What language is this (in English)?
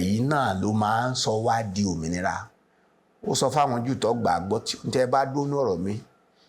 Yoruba